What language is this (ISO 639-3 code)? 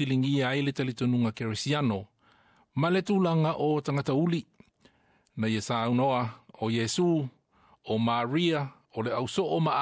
smo